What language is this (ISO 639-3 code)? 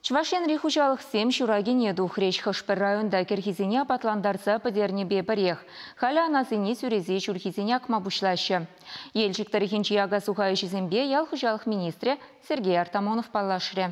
chv